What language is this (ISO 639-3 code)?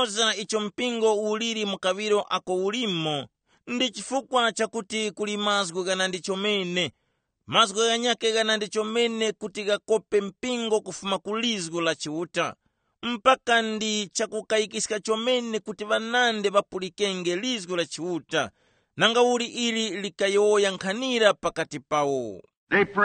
tum